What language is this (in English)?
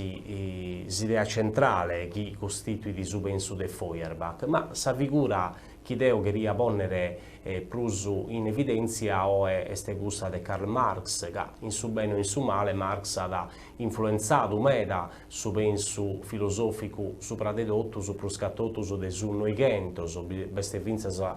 Sardinian